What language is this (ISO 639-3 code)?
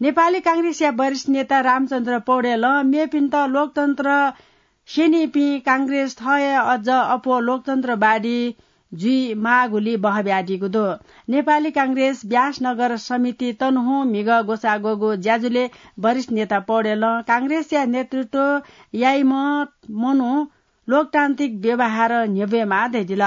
new